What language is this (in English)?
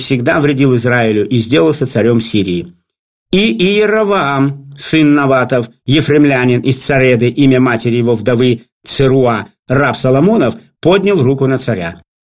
Russian